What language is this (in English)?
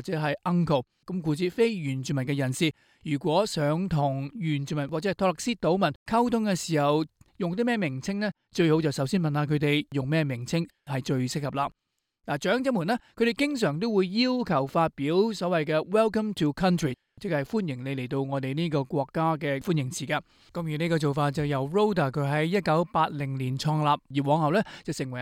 Cantonese